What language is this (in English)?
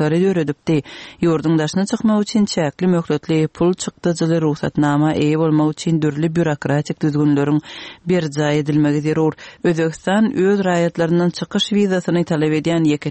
Turkmen